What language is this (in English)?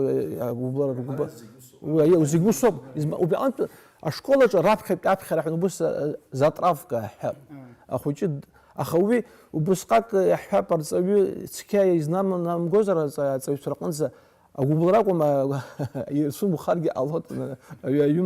Abkhazian